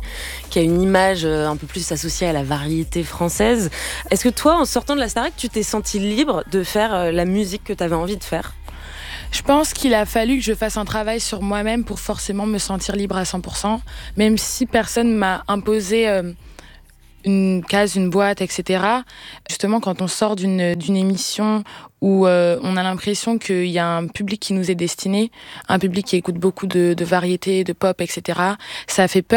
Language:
French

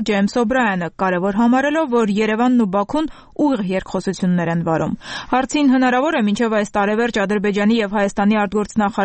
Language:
Armenian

